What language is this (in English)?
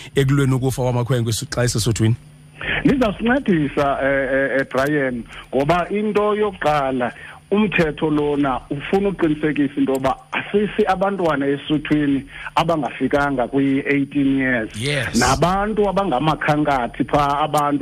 Xhosa